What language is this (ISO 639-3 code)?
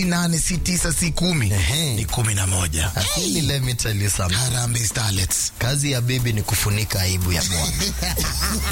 swa